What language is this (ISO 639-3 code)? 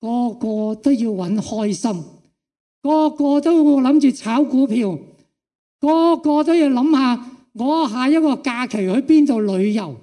yue